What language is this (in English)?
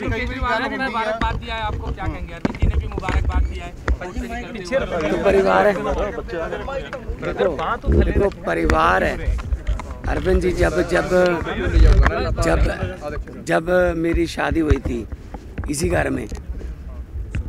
Punjabi